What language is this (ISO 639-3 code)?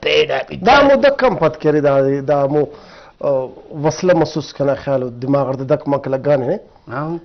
brh